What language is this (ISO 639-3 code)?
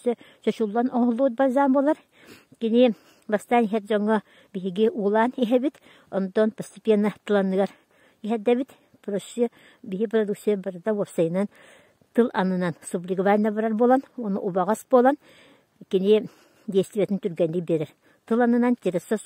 sah